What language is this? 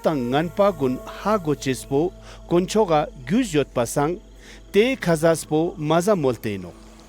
Ladakhi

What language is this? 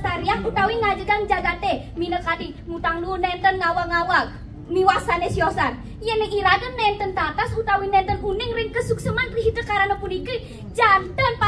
Balinese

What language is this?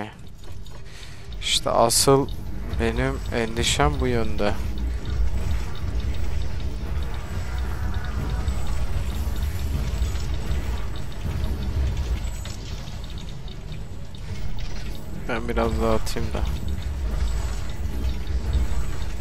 Turkish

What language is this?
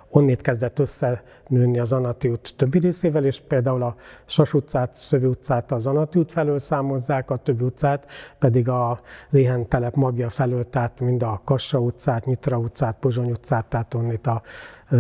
Hungarian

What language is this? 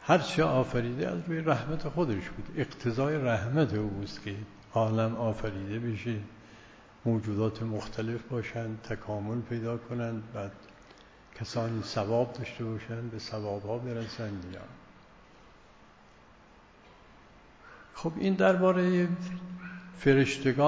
Persian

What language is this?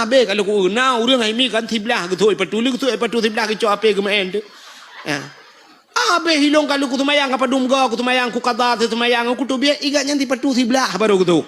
Achinese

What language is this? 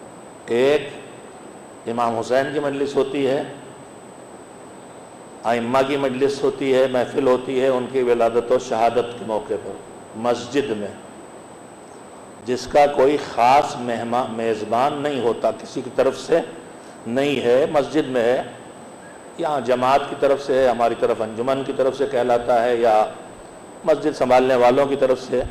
Urdu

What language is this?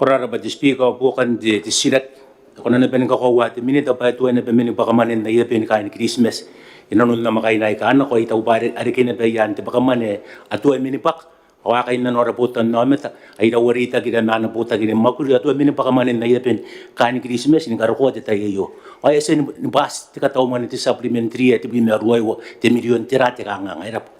Gilbertese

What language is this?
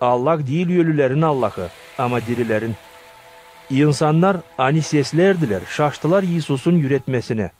Gagauz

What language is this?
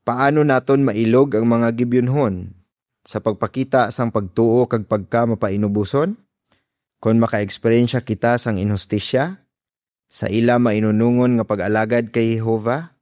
Hiligaynon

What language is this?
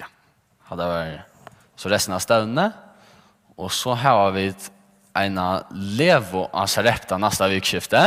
Faroese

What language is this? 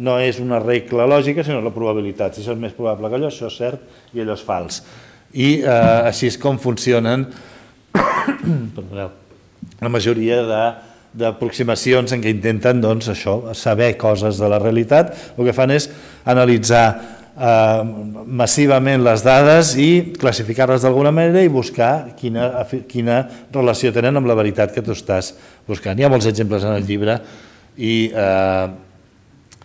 Catalan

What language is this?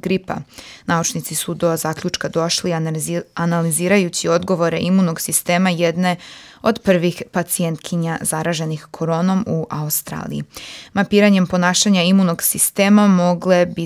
Serbian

